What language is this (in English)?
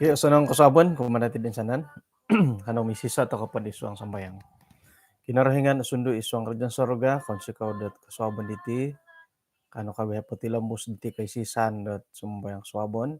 Central Dusun